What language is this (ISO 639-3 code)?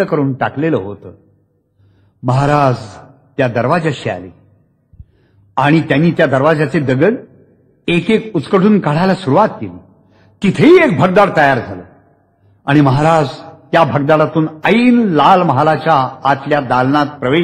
mar